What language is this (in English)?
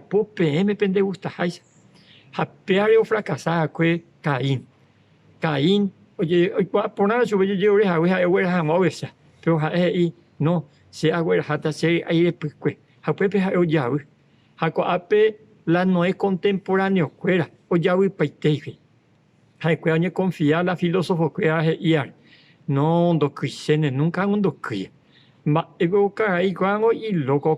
Guarani